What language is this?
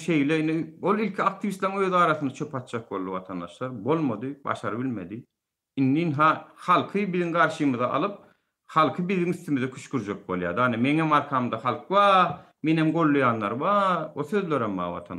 Turkmen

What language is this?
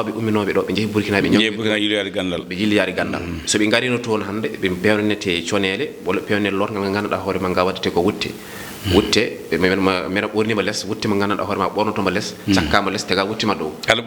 Fula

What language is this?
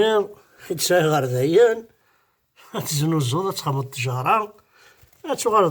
Kabyle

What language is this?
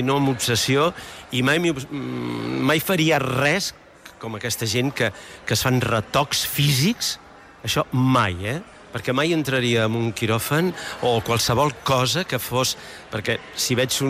Catalan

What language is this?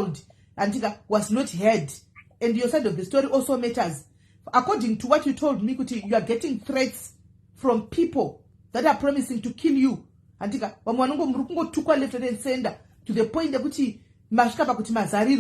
Shona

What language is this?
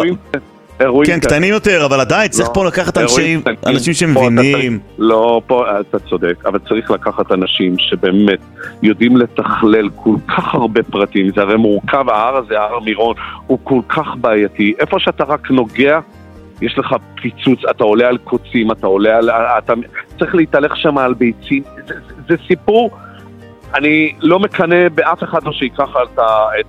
Hebrew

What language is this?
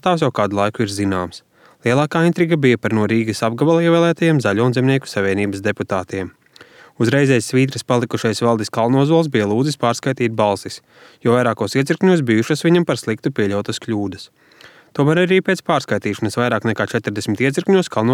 Latvian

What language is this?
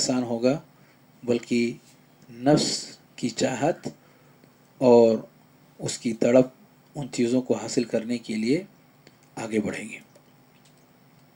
Urdu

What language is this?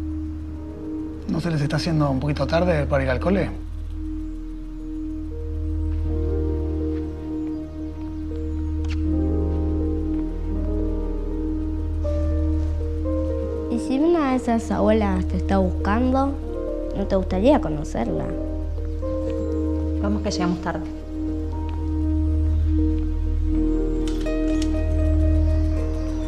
Spanish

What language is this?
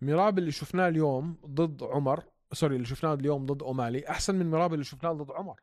North Levantine Arabic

